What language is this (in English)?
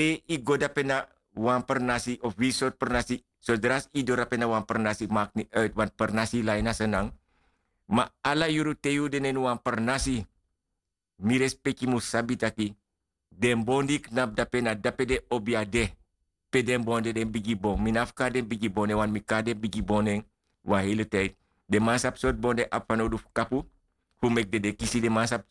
Sranan Tongo